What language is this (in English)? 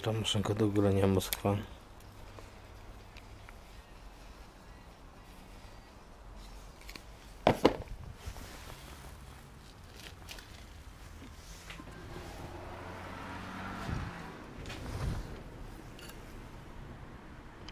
Polish